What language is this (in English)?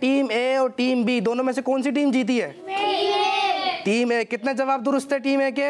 Urdu